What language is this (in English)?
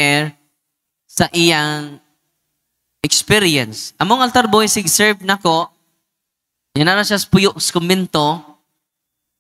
Filipino